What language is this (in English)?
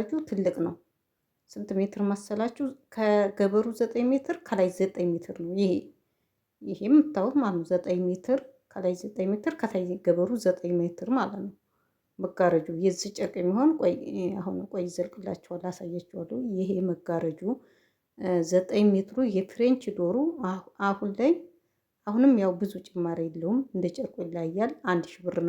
Amharic